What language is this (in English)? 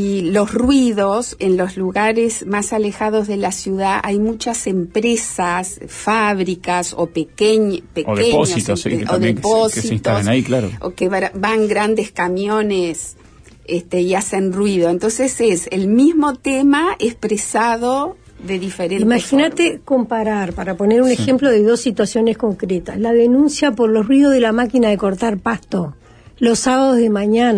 Spanish